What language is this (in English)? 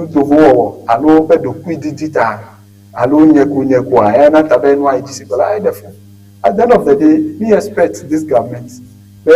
Ewe